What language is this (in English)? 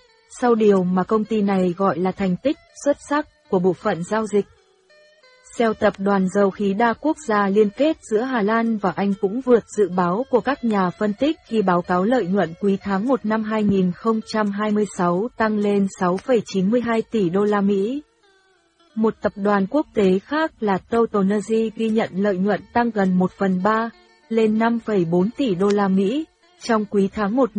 Vietnamese